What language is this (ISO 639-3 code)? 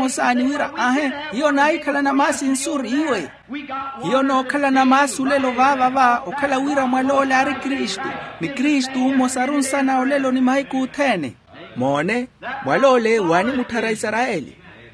vmw